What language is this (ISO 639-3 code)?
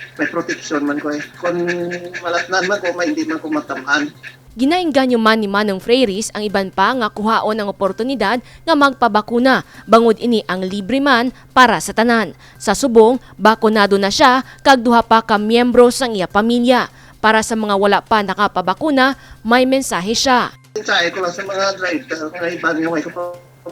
hil